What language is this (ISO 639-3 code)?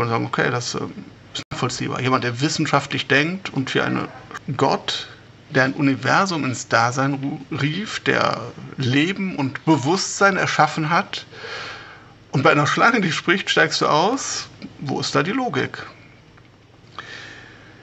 deu